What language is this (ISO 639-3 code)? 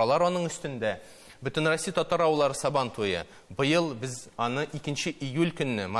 tat